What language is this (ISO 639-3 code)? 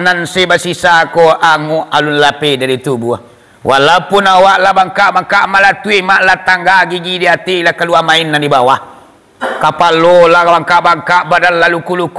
min